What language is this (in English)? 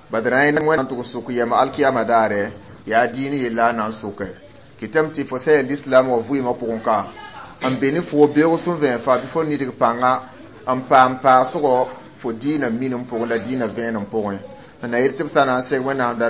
Mossi